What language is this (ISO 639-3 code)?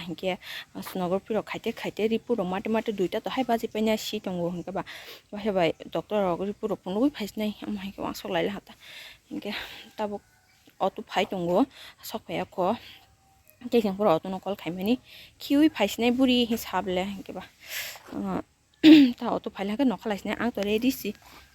trp